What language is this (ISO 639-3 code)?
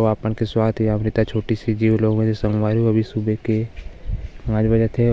hne